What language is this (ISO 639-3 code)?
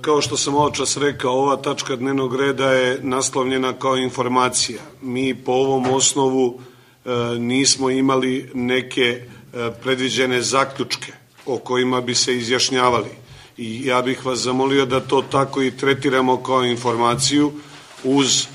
srp